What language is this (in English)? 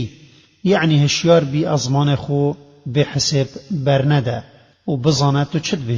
Kurdish